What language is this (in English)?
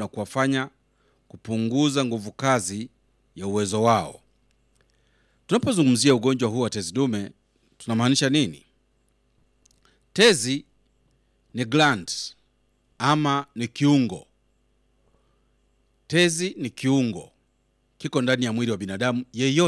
Swahili